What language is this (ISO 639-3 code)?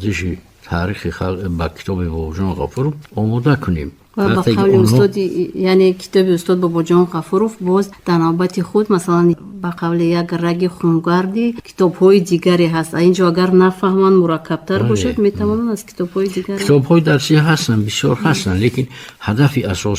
tgk